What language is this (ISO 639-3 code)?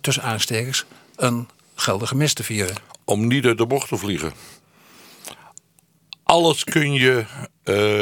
nld